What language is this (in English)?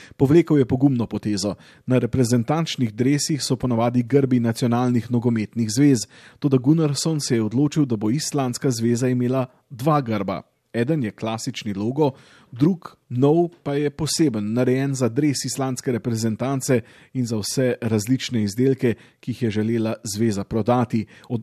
Slovenian